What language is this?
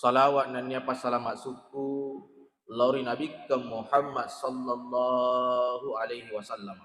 Buginese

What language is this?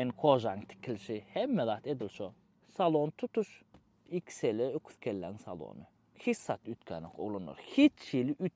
Turkmen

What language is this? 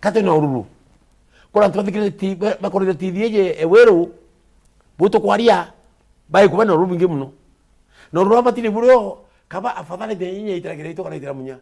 Meru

